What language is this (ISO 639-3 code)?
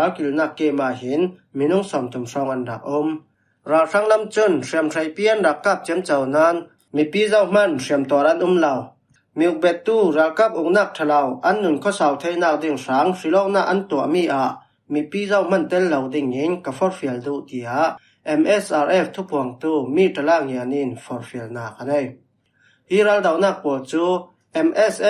cfm